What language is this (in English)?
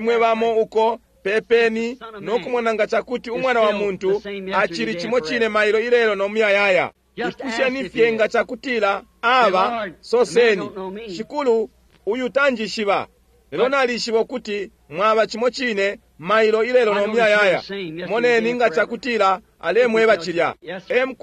Bemba